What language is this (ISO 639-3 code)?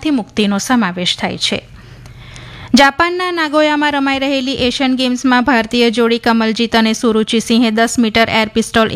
guj